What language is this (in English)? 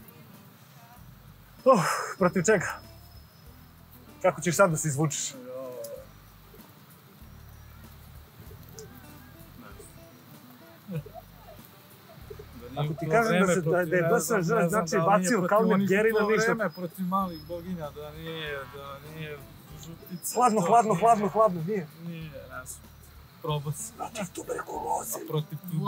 Serbian